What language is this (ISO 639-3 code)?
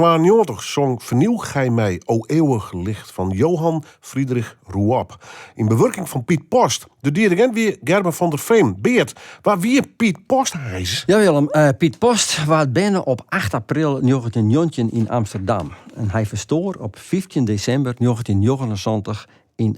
fry